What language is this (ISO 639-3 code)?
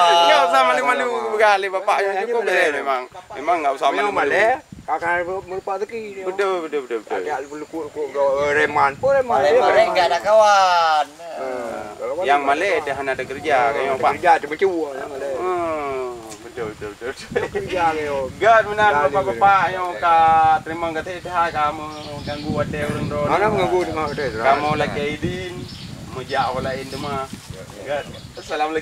ace